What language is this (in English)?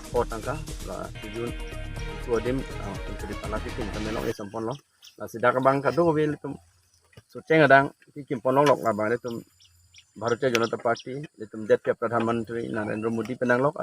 Karbi